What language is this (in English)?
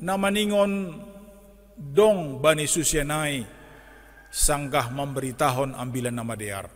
Batak Simalungun